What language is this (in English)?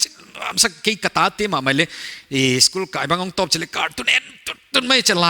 Paite Chin